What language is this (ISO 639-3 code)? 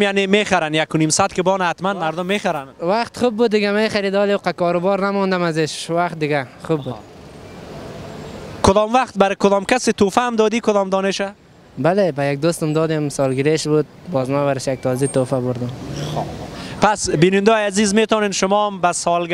fas